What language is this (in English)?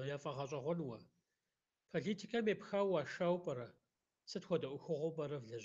Kabardian